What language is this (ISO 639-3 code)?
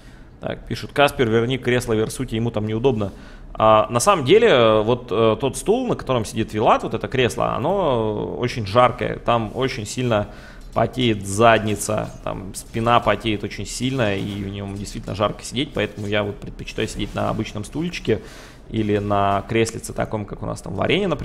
rus